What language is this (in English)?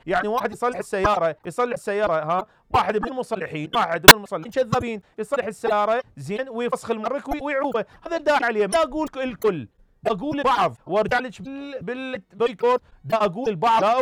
Mesopotamian Arabic